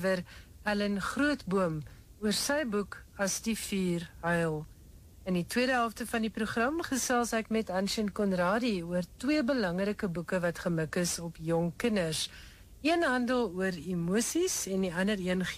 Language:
Afrikaans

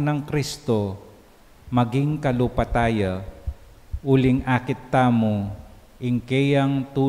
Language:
Pampanga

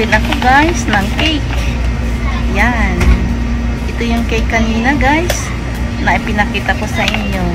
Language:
Filipino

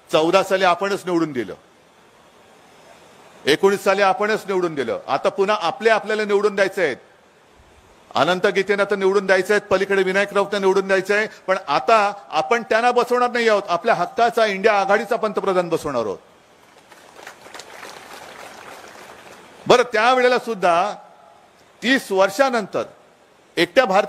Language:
Marathi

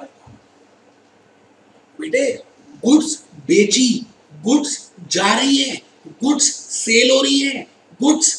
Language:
Hindi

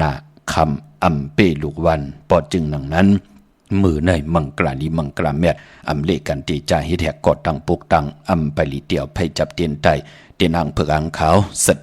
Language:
Shan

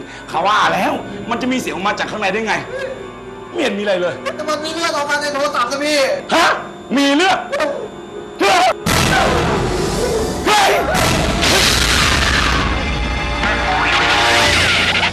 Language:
Thai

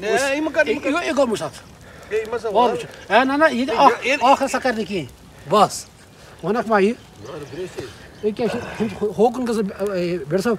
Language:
Kashmiri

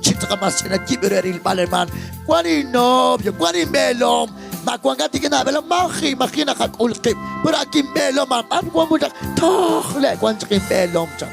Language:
Kekchí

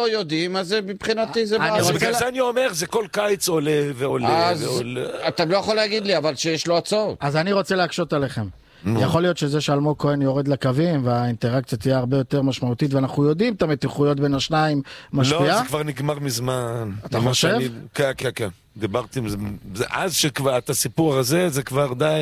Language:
Hebrew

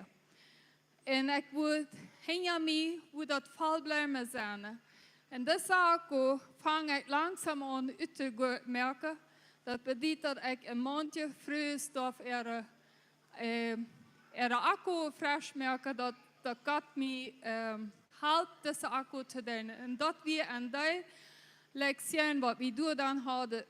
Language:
Plautdietsch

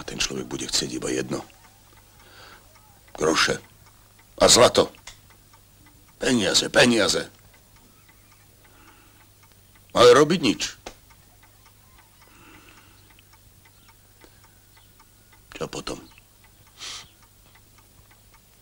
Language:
Slovak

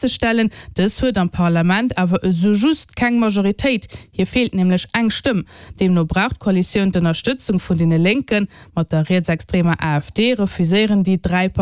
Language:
Luxembourgish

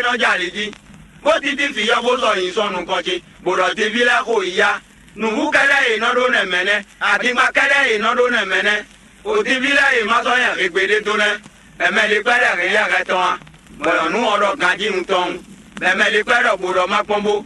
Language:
Fon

